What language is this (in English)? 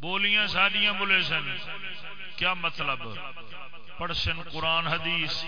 Saraiki